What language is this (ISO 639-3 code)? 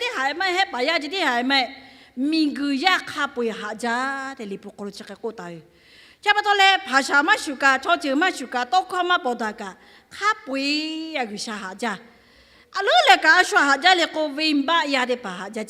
lhu